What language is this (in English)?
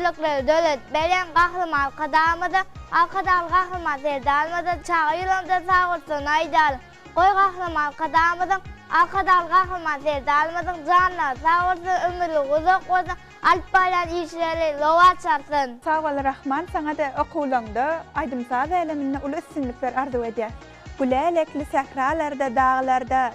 Turkmen